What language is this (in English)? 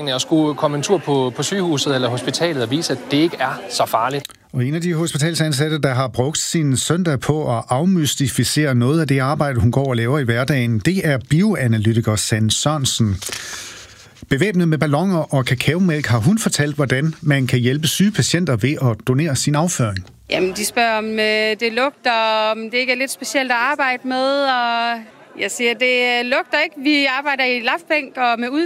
Danish